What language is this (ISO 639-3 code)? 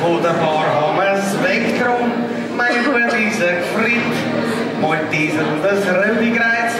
bar